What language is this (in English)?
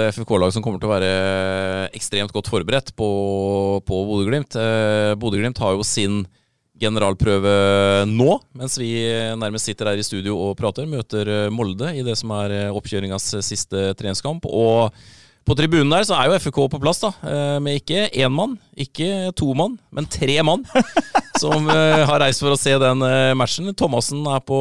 Norwegian